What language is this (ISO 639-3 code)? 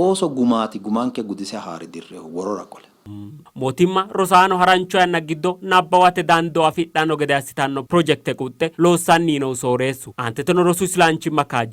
sid